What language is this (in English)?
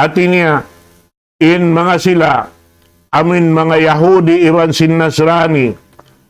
Tausug